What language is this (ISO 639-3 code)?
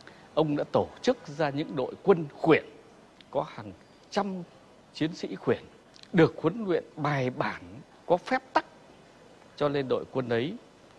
vie